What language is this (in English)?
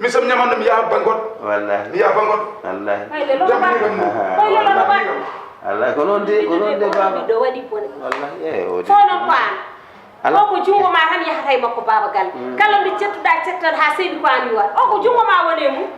Fula